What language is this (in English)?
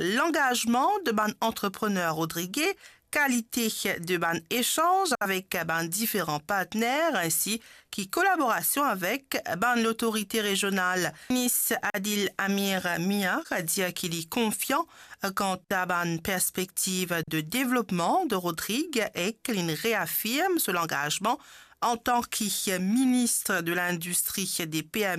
Morisyen